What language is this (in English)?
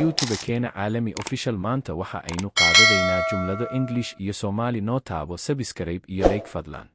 Somali